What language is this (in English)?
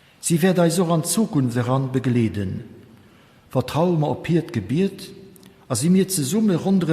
Luxembourgish